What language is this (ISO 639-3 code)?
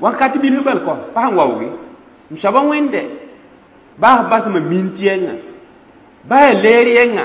mos